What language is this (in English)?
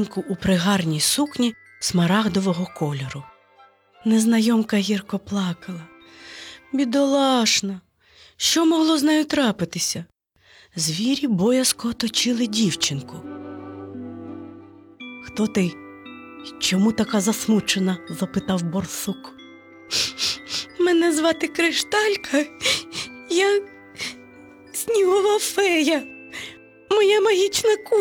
Ukrainian